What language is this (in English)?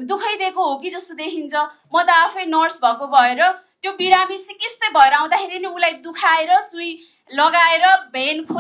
Nepali